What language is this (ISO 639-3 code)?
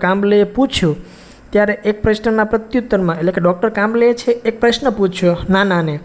guj